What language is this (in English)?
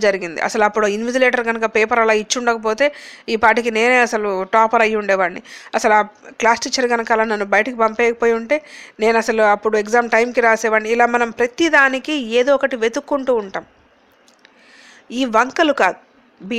Telugu